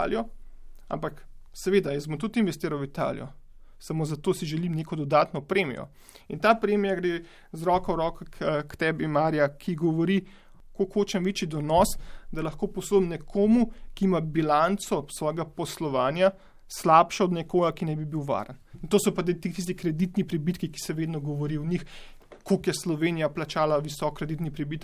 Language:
Slovenian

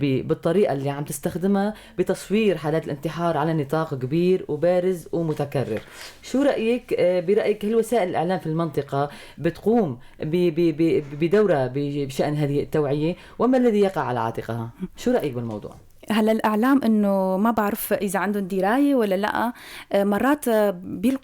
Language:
North Levantine Arabic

